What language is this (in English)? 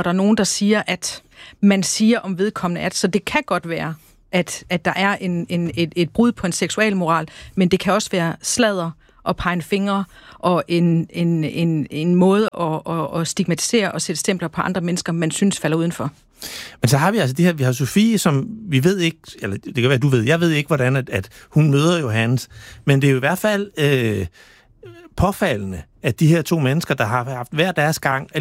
Danish